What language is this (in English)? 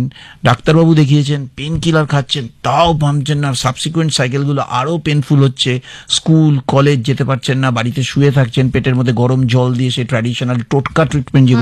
Bangla